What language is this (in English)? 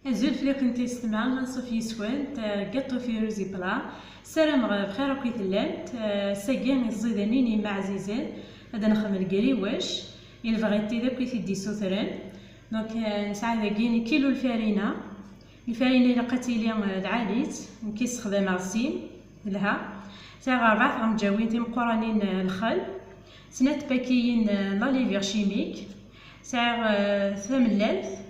Kabyle